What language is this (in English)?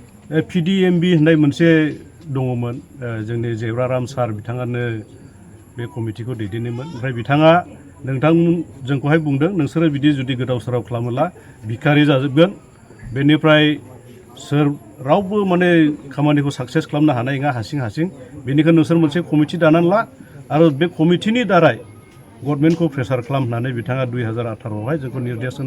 Bodo